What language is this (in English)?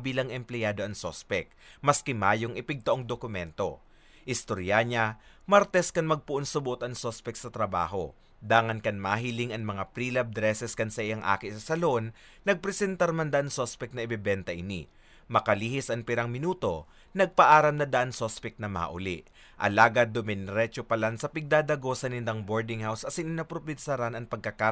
Bikol